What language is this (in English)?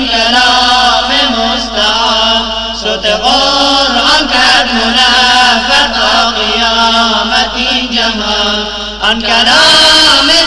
Persian